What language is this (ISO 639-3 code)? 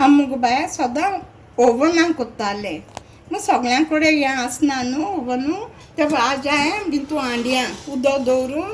kok